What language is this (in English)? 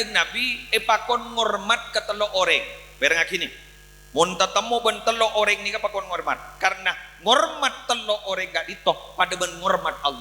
Madurese